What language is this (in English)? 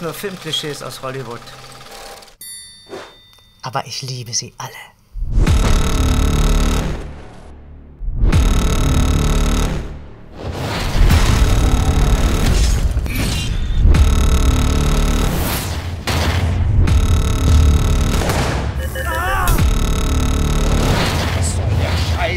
German